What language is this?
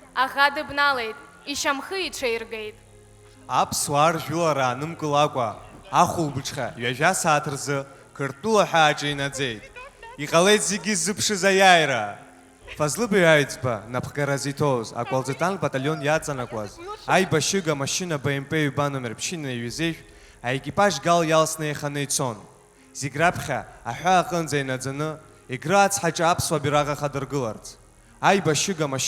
Abkhazian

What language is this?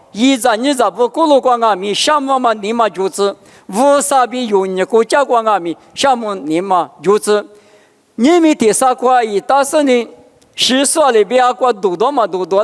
Lisu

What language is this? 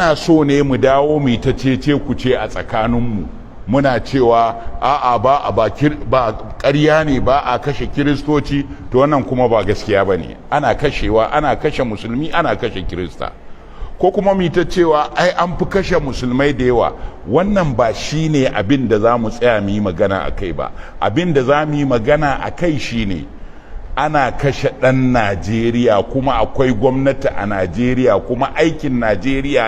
Hausa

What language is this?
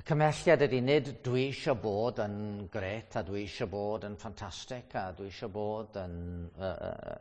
Welsh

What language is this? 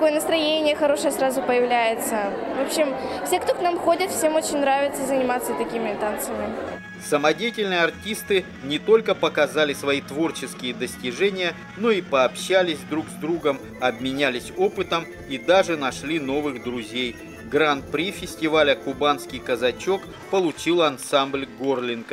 Russian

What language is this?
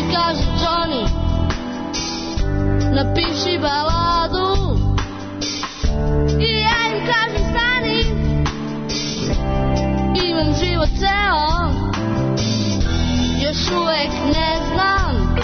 Serbian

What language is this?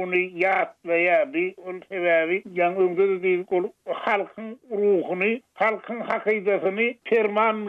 Turkmen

